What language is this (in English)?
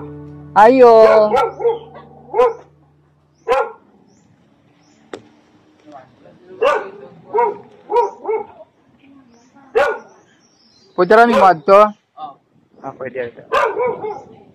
Filipino